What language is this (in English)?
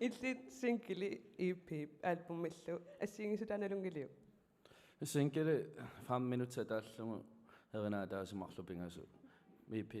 Kalaallisut